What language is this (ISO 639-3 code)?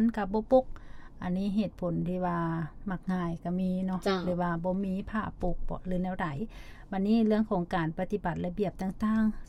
lao